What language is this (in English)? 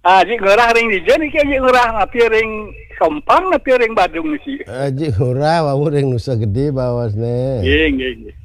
Balinese